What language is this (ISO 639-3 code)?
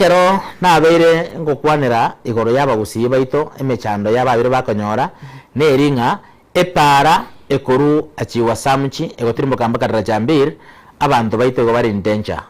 guz